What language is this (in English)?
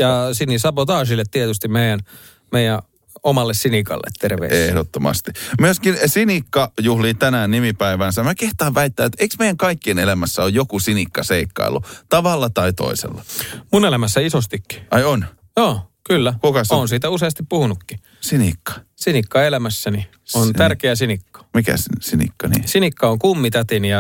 Finnish